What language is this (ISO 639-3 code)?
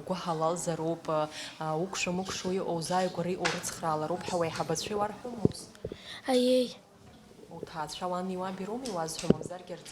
abk